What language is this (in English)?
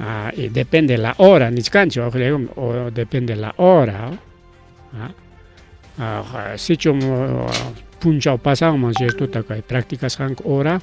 Ayacucho Quechua